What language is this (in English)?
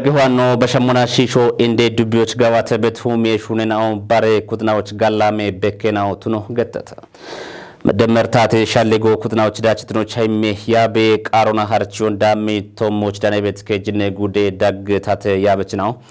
Kafa